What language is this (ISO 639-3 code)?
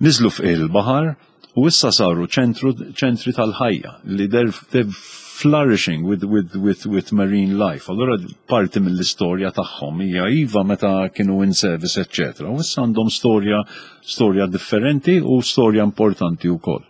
mlt